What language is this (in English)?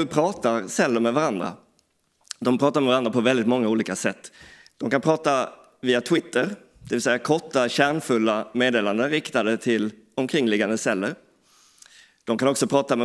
Swedish